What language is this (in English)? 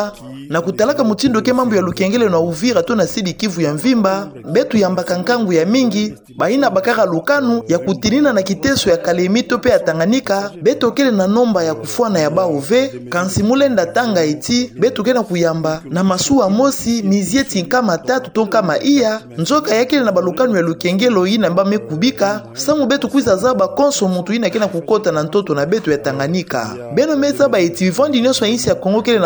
Kituba (Democratic Republic of Congo)